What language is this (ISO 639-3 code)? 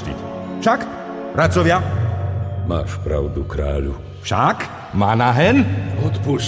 slk